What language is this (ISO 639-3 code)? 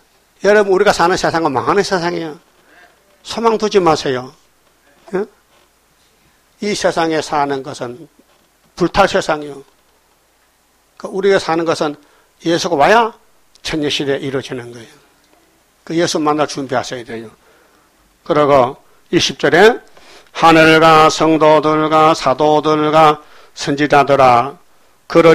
kor